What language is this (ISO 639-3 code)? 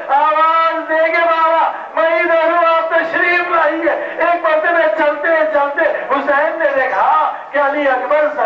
urd